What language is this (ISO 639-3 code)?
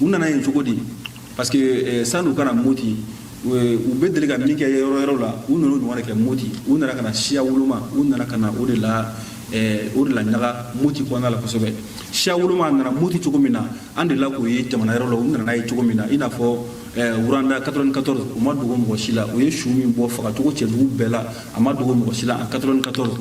bam